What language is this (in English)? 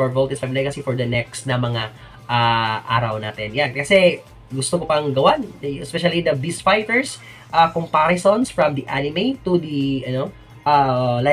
Filipino